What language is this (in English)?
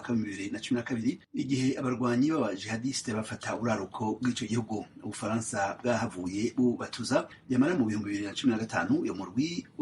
Rundi